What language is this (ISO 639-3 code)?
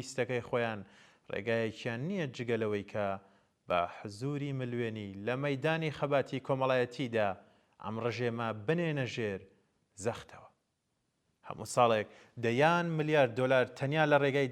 ckb